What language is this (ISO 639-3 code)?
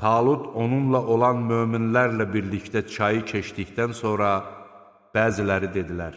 aze